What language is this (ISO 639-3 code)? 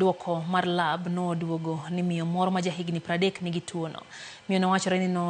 luo